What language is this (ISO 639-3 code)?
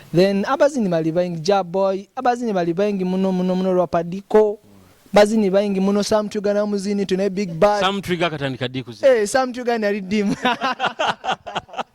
nyo